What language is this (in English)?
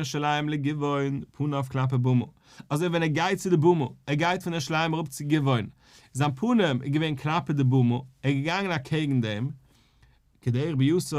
Yiddish